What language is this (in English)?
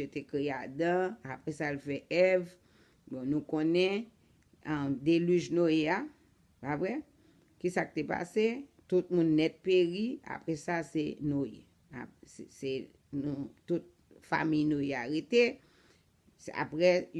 Haitian Creole